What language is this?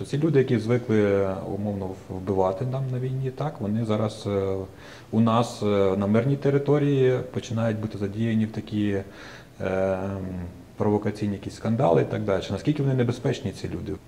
Ukrainian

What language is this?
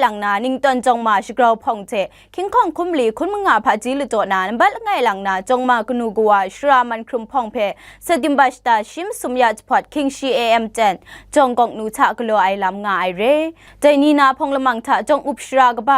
Kachin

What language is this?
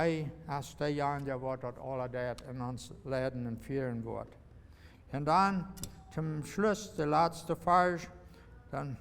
Plautdietsch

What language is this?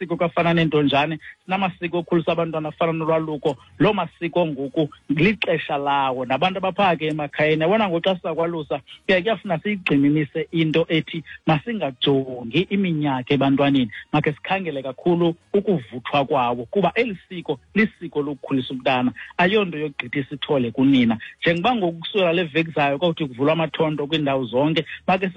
Xhosa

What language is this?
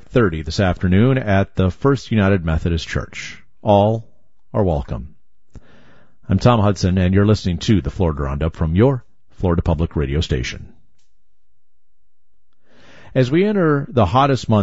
English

